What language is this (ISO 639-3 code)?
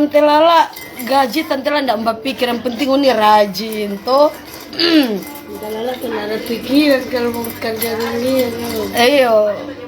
xmm